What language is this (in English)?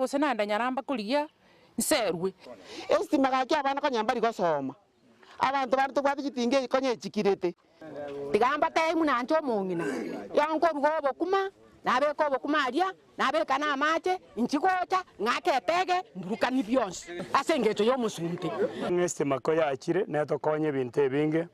Gusii